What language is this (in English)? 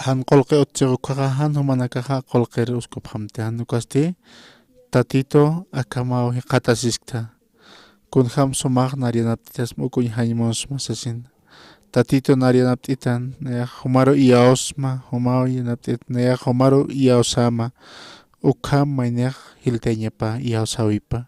Aymara